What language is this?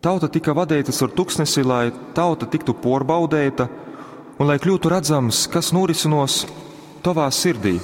Latgalian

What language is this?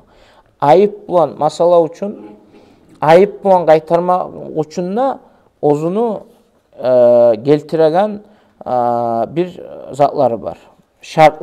Kumyk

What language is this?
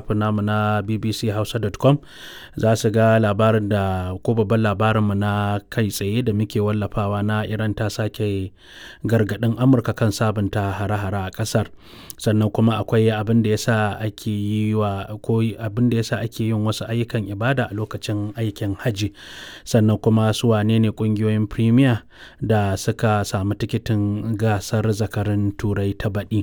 Hausa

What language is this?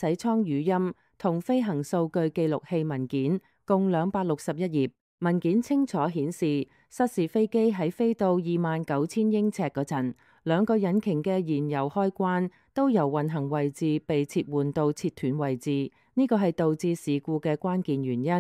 Cantonese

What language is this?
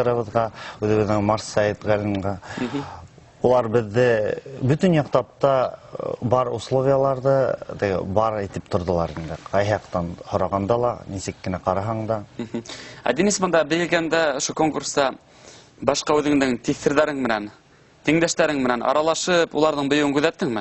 Bashkir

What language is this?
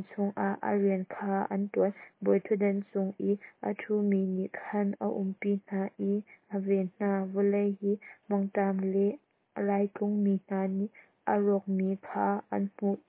Hakha Chin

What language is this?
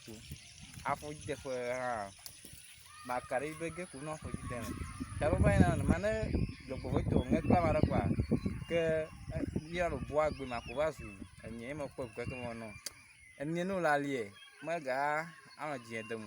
Ewe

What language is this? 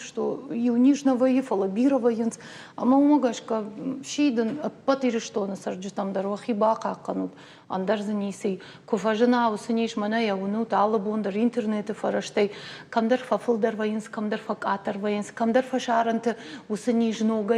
Ossetic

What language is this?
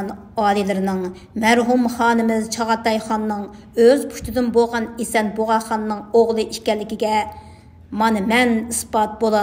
Uyghur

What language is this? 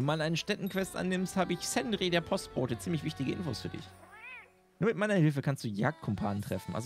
German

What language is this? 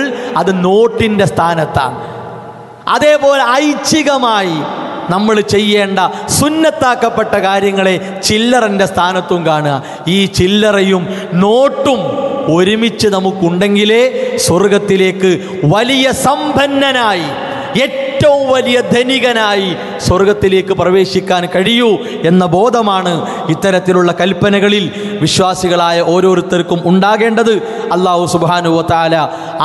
Malayalam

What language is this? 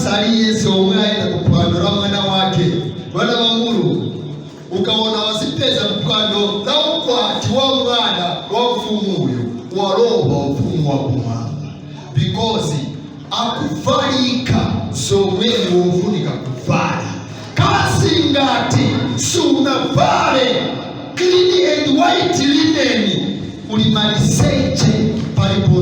Nyanja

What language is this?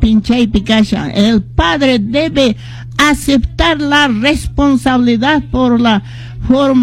Quechua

